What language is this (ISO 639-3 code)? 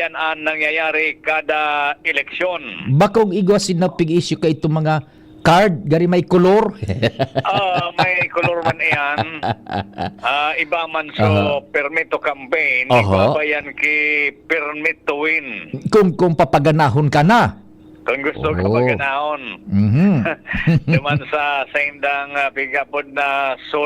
bik